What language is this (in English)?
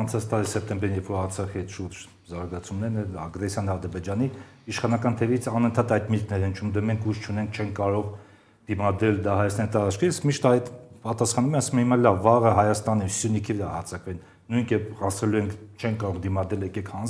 Armenian